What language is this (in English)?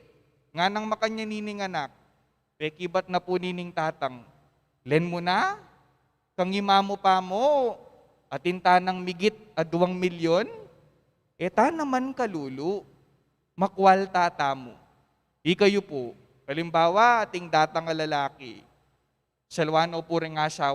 Pampanga